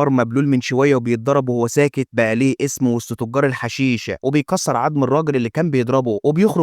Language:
Egyptian Arabic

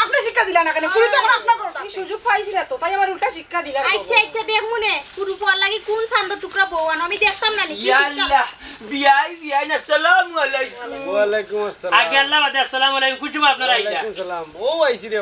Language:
Sylheti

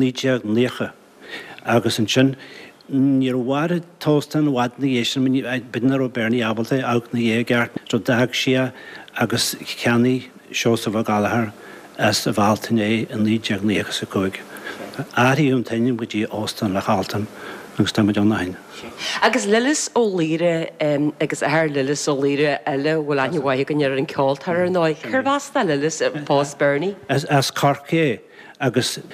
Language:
Irish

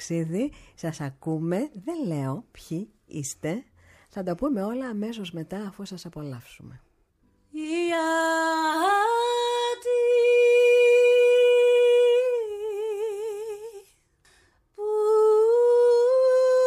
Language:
Greek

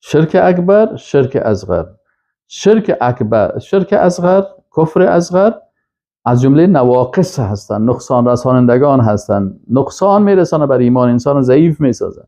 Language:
Persian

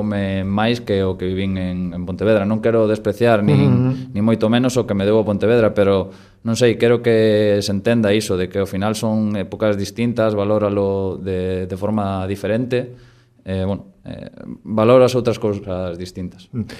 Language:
Galician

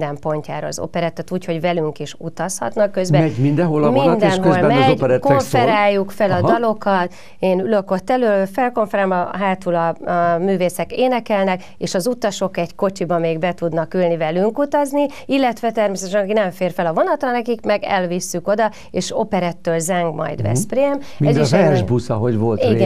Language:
Hungarian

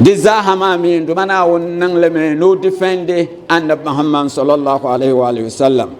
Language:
Dagbani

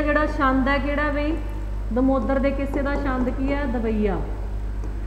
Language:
Punjabi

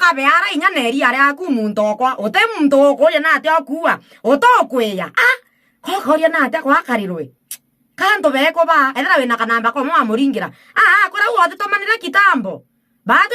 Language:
Meru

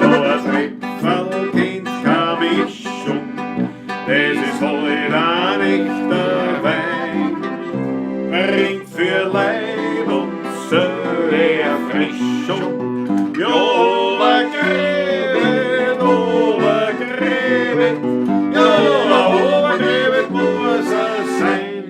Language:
Bavarian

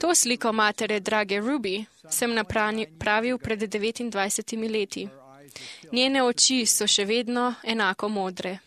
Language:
Slovenian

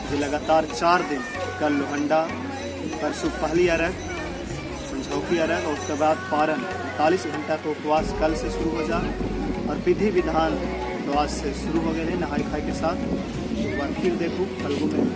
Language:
Magahi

